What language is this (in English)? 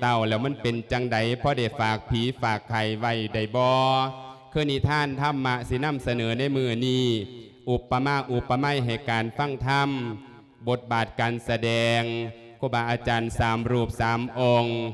Lao